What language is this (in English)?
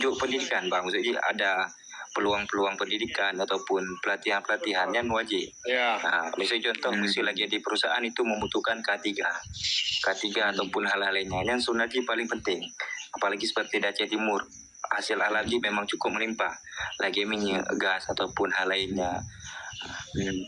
Achinese